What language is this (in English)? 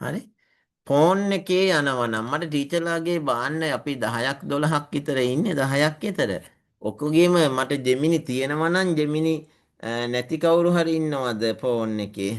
Sinhala